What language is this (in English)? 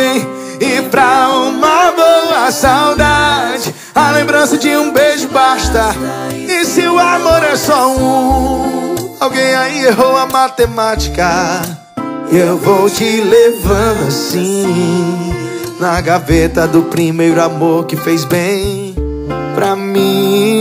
Portuguese